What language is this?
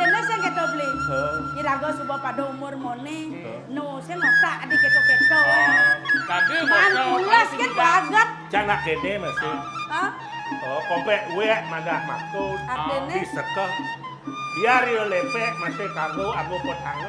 Balinese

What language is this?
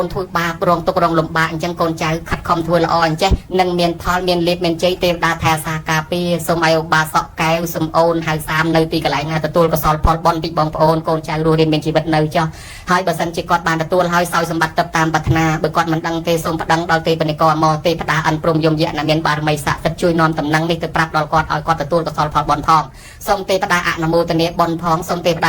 Khmer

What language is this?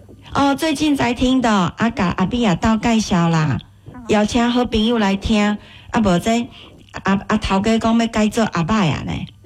Min Nan Chinese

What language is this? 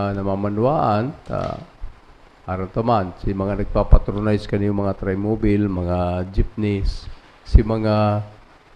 Bikol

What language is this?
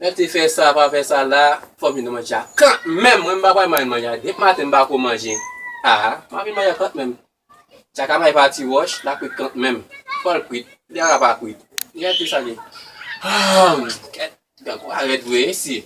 Haitian Creole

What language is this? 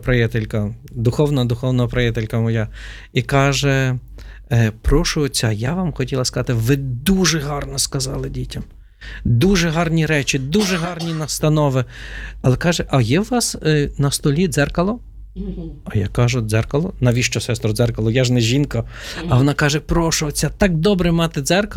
Ukrainian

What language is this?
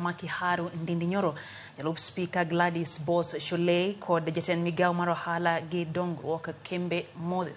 Luo (Kenya and Tanzania)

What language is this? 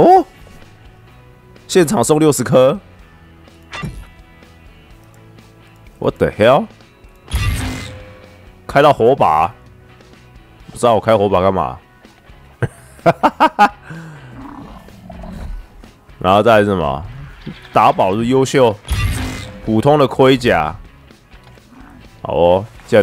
Chinese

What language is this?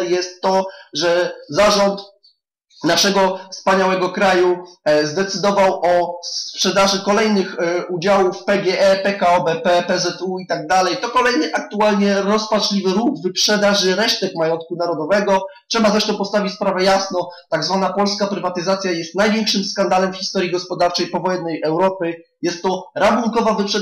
Polish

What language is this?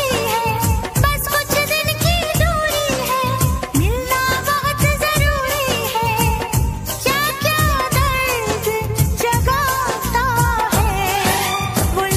Hindi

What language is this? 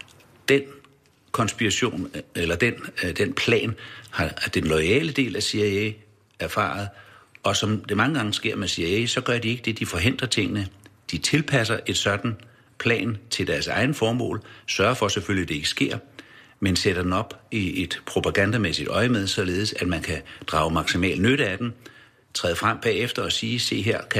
Danish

